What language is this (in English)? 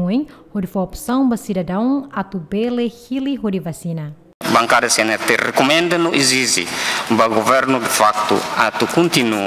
Tetum